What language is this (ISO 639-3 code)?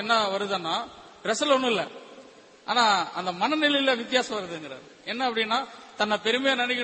tam